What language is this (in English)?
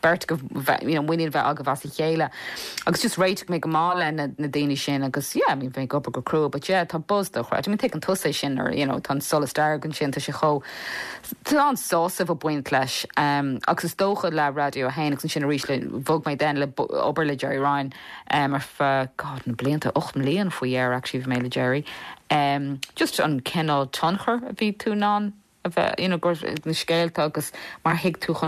Irish